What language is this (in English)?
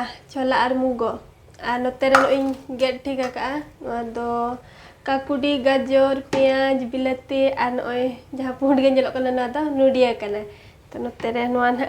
Santali